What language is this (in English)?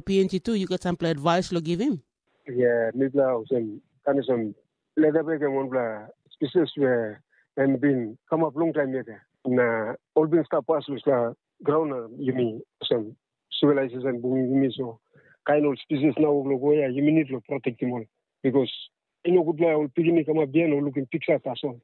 Tok Pisin